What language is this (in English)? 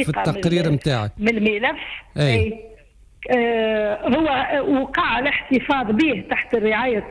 Tunisian Arabic